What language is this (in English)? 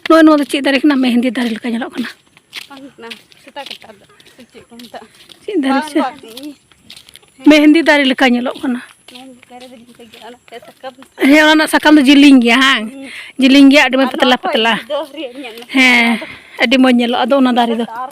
Santali